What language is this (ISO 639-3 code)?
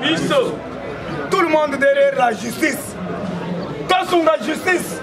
lin